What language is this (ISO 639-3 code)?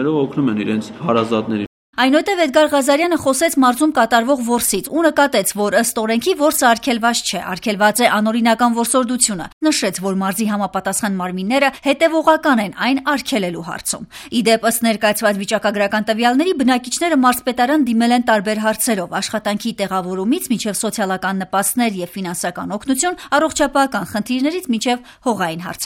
hye